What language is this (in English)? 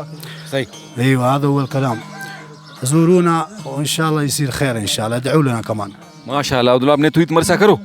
Brahui